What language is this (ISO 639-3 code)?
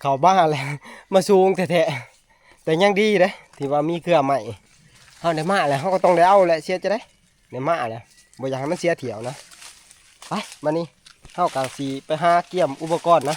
tts